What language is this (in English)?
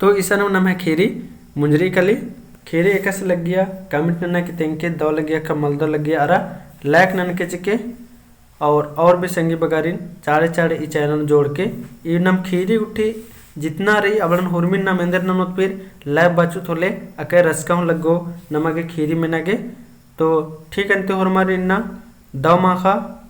Kurukh